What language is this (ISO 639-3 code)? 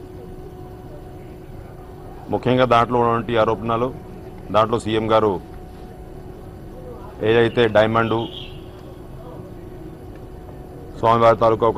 tel